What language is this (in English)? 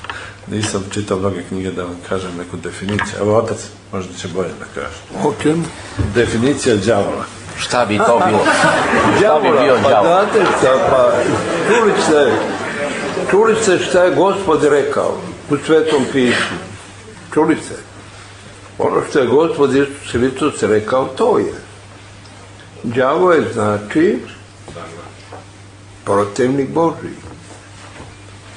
Serbian